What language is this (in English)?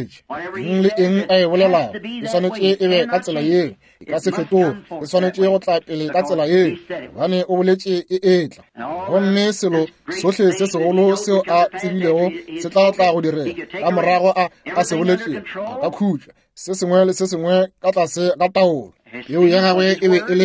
Northern Sotho